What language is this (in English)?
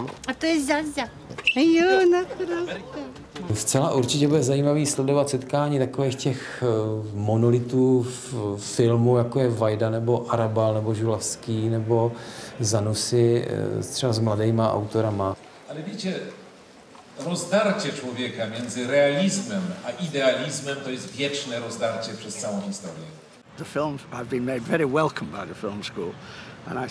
Czech